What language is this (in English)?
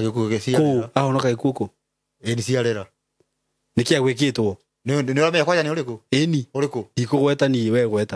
Kikuyu